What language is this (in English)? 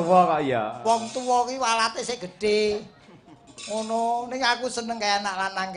Javanese